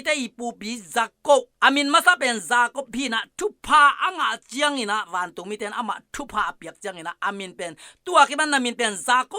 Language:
Tedim Chin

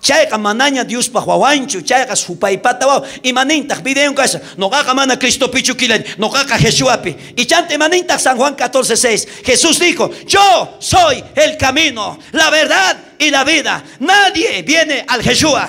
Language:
South Bolivian Quechua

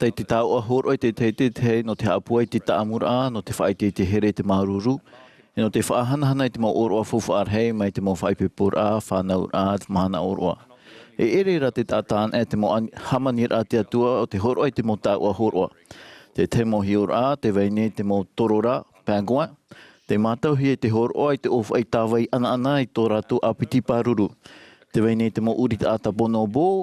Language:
Tahitian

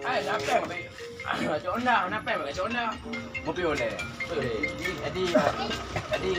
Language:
Achinese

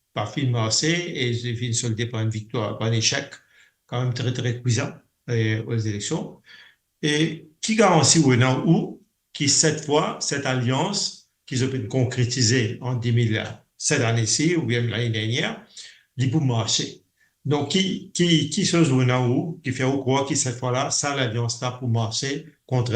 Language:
Morisyen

